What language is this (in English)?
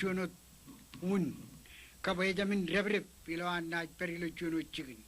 Marshallese